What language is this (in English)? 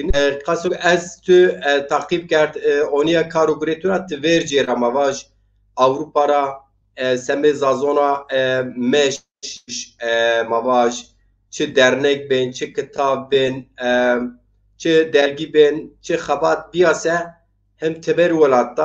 Zaza